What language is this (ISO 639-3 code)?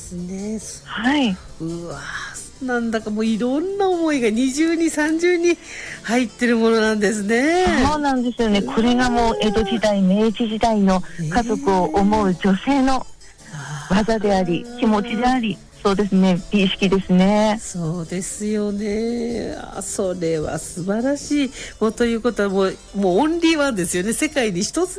jpn